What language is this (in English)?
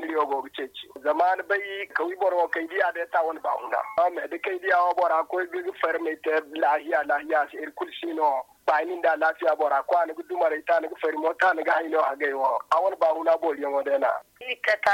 Zarma